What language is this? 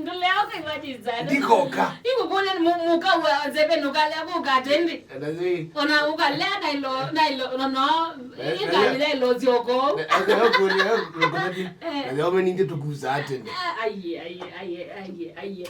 Kamba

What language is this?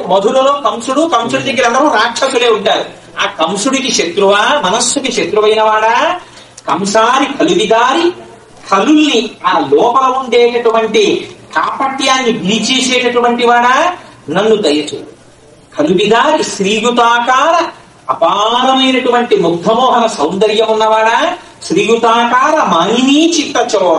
Telugu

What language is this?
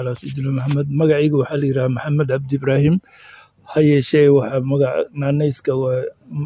Somali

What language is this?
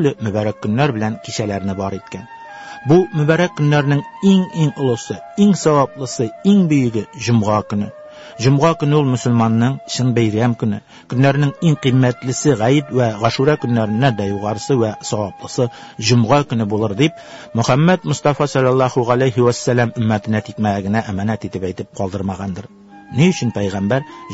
Tatar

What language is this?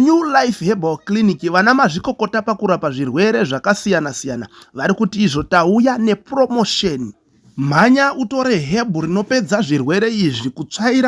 Shona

